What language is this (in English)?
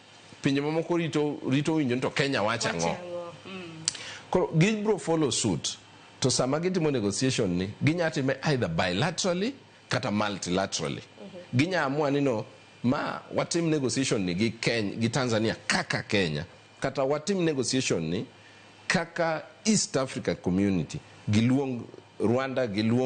Luo (Kenya and Tanzania)